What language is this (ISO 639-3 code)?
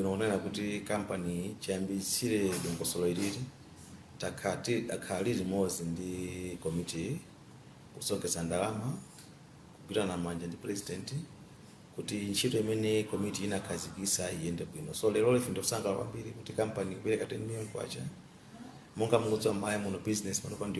nya